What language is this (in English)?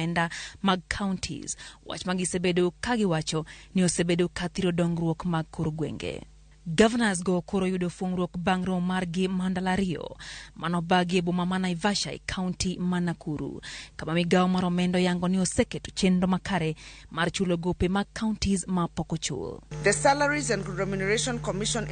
Luo (Kenya and Tanzania)